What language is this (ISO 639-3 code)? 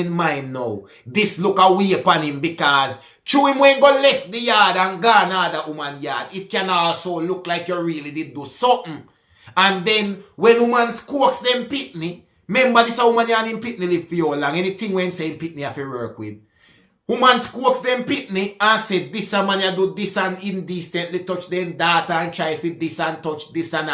jam